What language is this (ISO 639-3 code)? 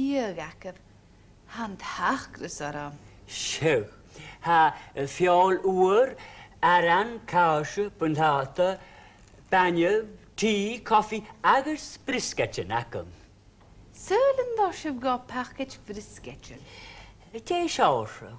gla